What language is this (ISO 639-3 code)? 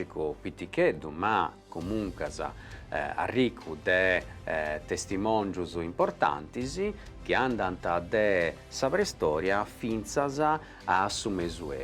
srd